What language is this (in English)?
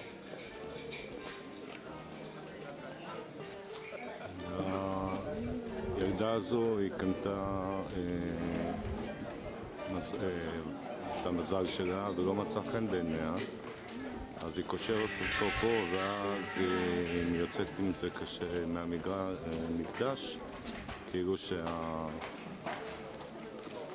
Hebrew